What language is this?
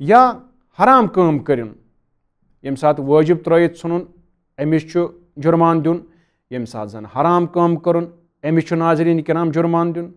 Kashmiri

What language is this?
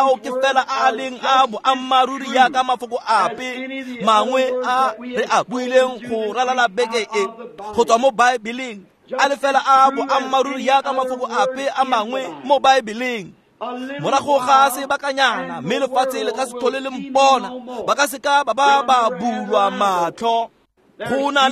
Tswana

